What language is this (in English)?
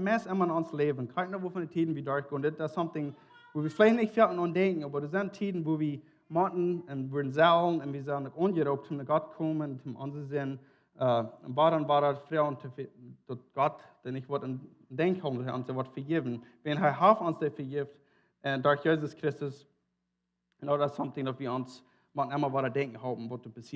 Plautdietsch